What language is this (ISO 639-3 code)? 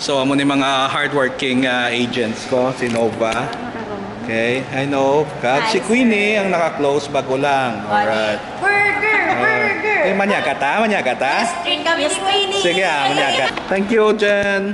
hil